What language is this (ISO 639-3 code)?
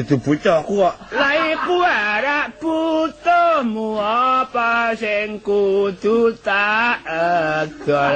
jav